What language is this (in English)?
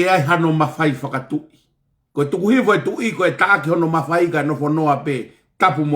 Tongan